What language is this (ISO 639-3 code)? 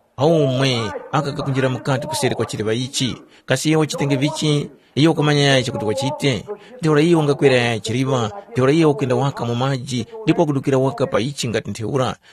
tum